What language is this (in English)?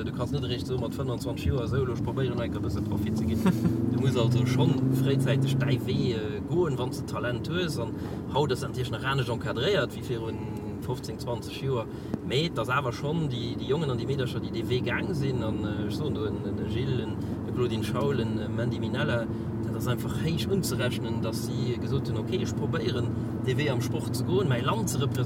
Luxembourgish